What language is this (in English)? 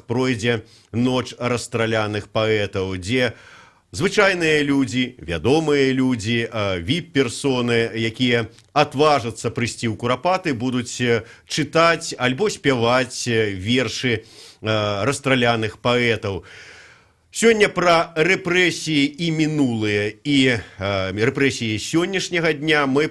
Belarusian